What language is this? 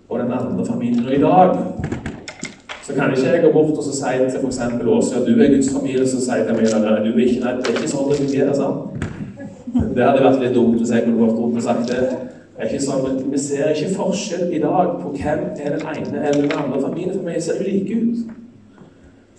Norwegian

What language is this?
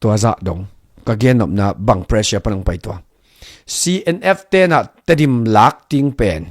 Tedim Chin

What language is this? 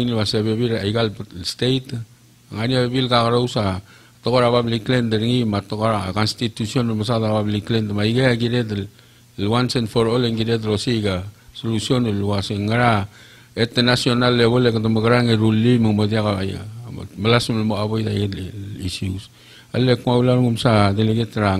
Palauan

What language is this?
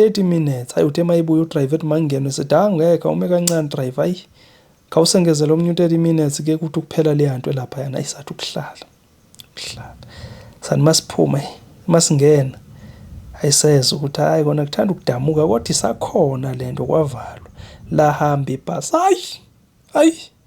Zulu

